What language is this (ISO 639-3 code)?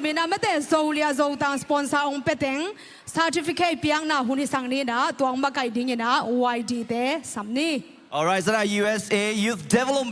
ctd